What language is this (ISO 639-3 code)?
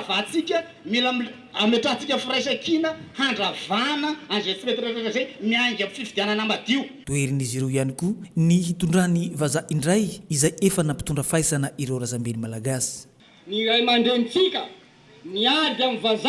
mlg